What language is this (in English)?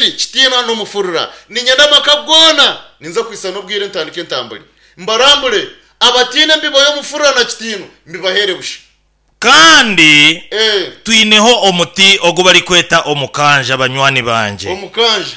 Nyankole